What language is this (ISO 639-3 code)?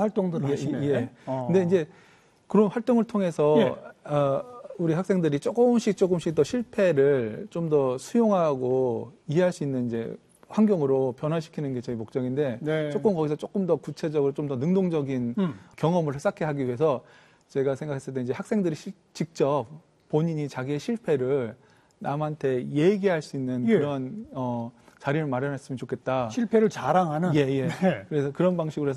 kor